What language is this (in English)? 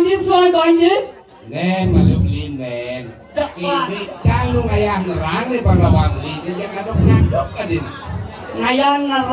Balinese